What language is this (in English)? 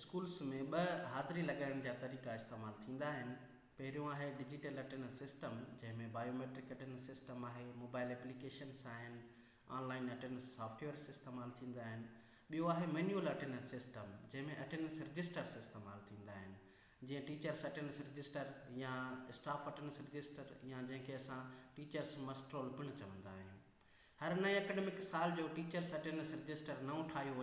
Sindhi